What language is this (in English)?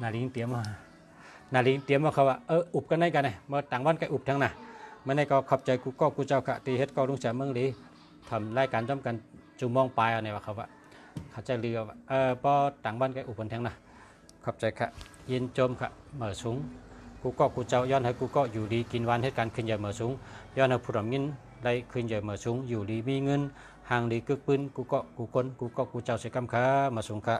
Shan